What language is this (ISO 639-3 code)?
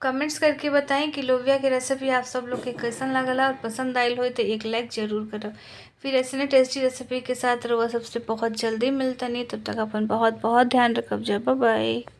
bho